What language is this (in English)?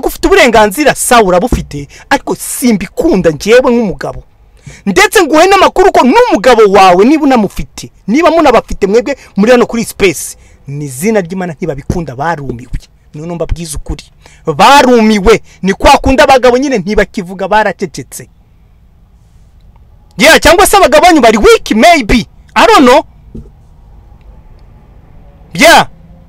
Kinyarwanda